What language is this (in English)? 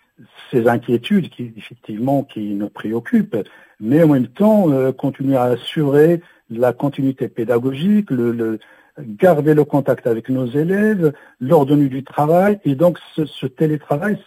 French